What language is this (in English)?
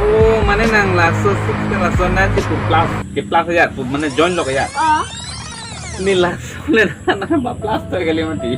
Karbi